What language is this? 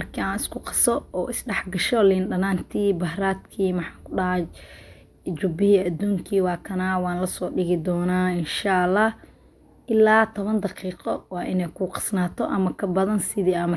Somali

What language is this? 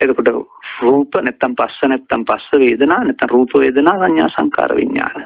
Sinhala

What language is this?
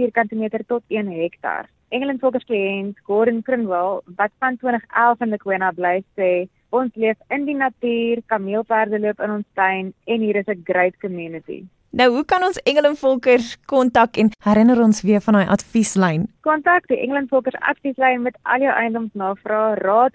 Afrikaans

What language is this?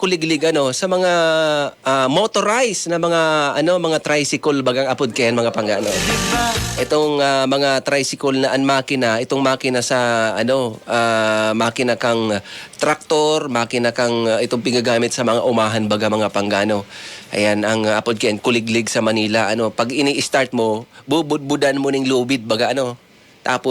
Bikol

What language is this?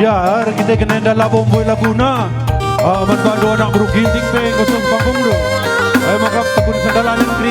Batak Karo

